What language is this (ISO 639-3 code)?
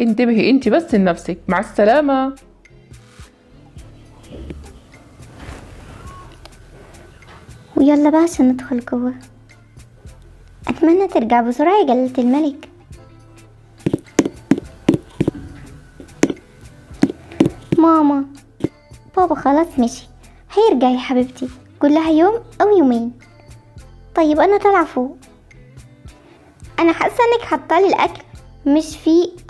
arz